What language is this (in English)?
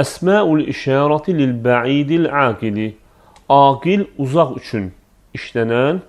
Azerbaijani